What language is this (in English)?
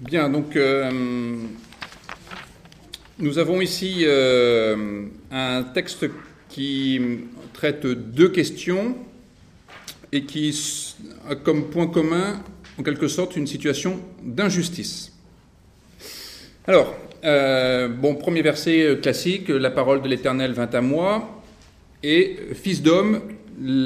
French